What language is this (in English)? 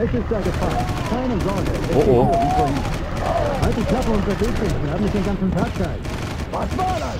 Bavarian